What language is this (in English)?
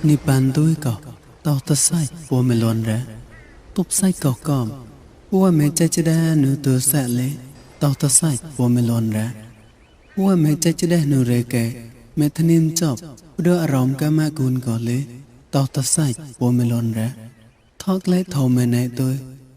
Mon